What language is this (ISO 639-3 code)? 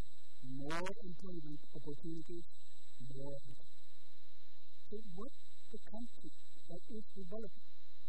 eng